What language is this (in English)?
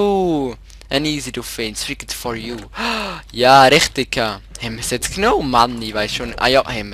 Swiss German